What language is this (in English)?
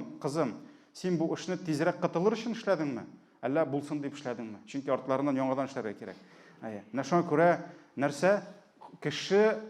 Tatar